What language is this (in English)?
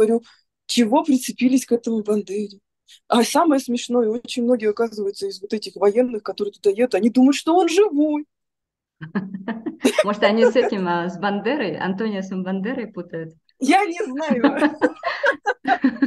Russian